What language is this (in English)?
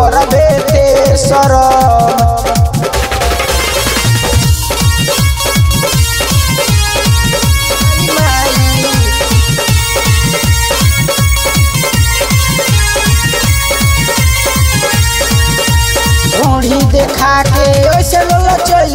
Bhojpuri